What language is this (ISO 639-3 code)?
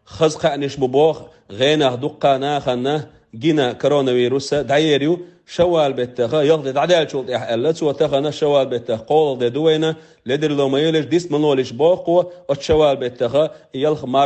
che